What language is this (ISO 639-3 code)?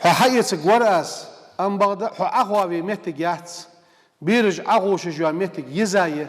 inh